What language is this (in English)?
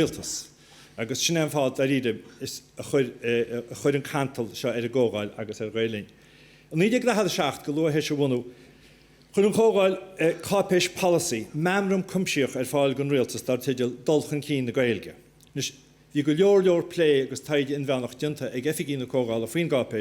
Irish